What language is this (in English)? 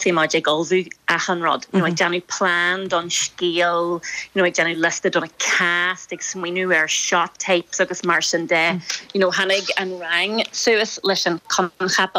Irish